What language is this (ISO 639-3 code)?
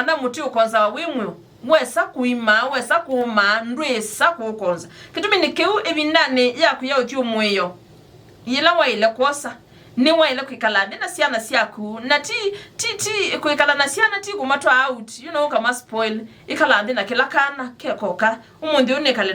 kam